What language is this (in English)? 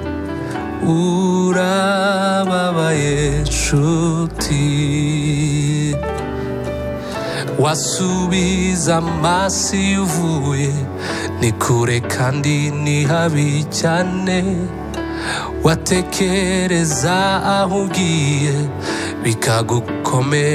Kinyarwanda